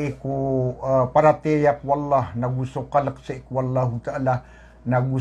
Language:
Maranao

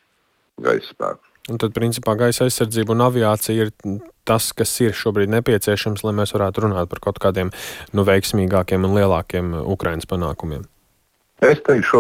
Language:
Latvian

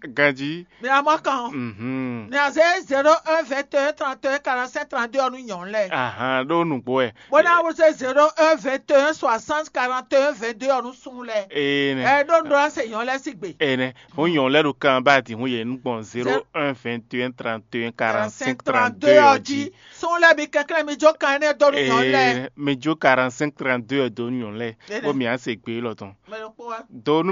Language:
Fon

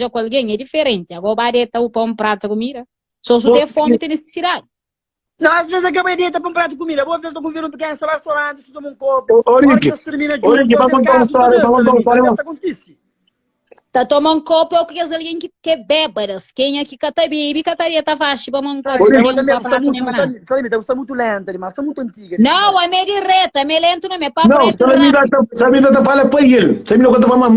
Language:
Kabuverdianu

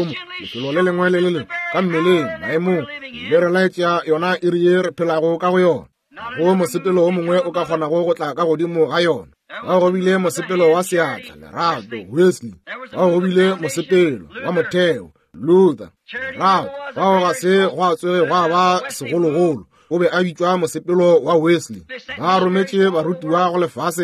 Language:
Northern Sotho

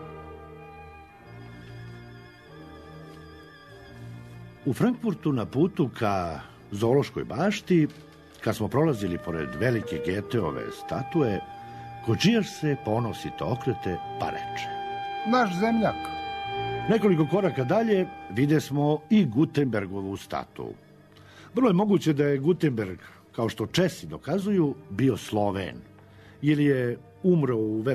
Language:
Serbian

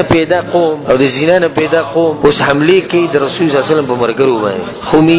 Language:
Pashto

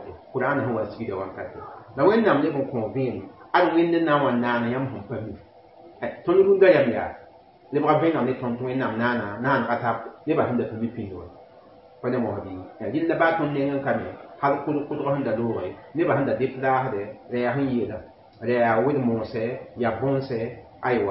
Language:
Mossi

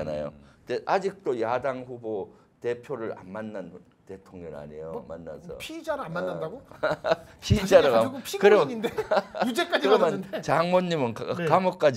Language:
Korean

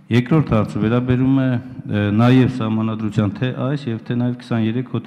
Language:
Armenian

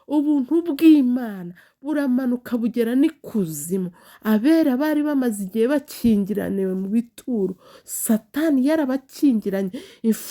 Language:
Kinyarwanda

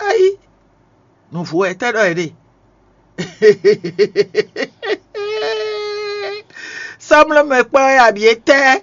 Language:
Fon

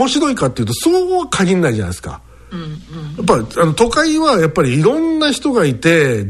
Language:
Japanese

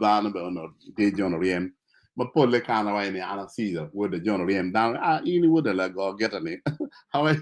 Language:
Acoli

